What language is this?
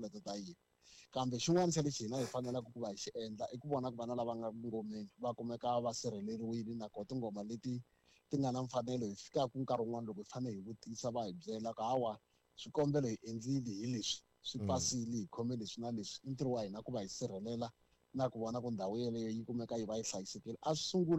Tsonga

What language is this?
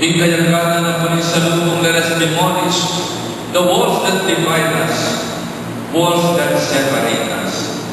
Pampanga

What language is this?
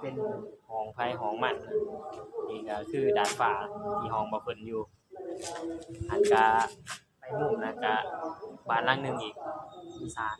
Lao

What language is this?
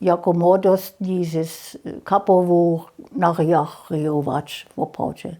Upper Sorbian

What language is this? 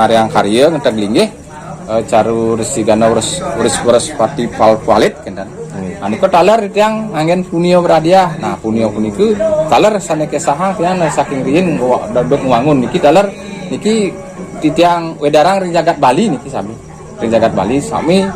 Balinese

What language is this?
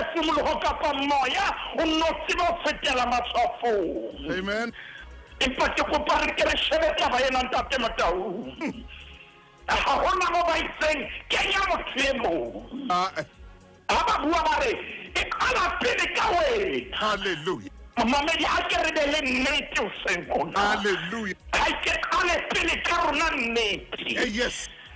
Southern Sotho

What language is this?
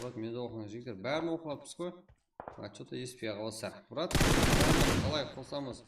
Kara-Kalpak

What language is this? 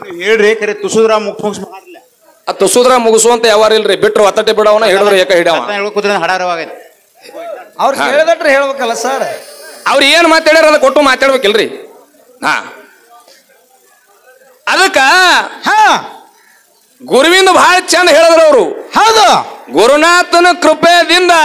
Kannada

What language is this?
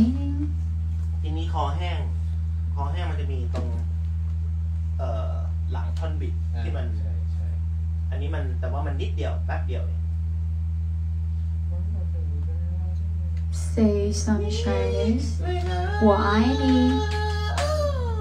Thai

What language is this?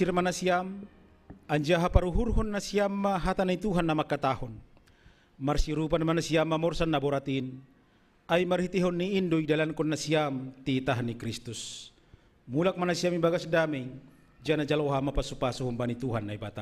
Batak Simalungun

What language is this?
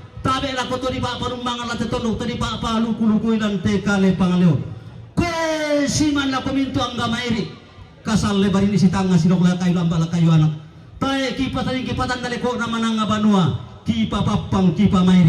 Toraja-Sa'dan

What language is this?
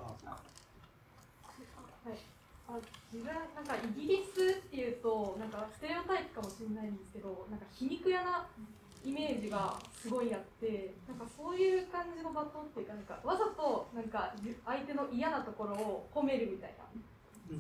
Japanese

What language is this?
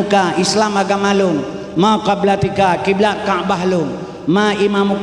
Achinese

